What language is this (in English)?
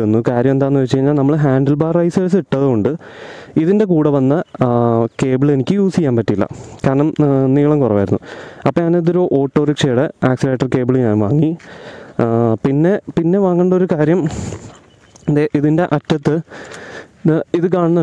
Malayalam